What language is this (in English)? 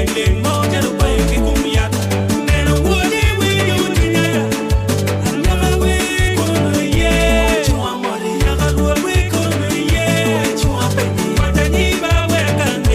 Acoli